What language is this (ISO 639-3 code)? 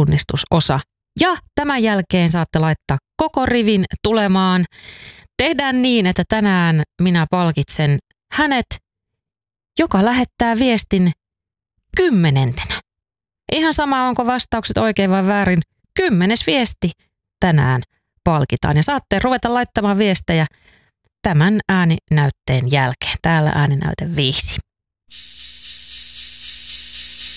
fin